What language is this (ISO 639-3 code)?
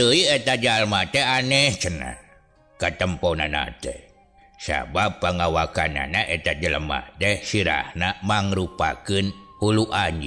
sun